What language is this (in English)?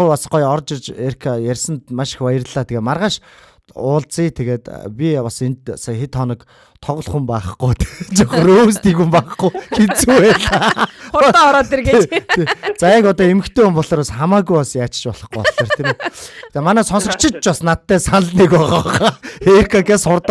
Mongolian